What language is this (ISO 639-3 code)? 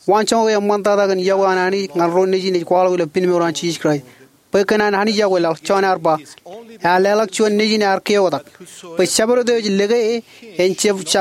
mah